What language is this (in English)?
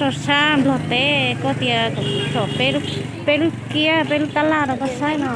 Hmong